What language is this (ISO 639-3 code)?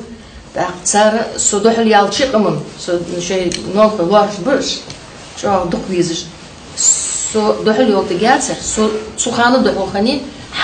inh